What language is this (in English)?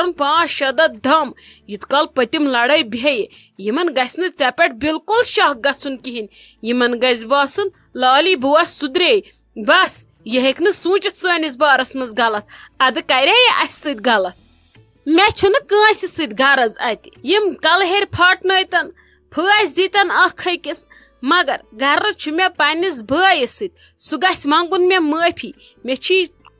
Kashmiri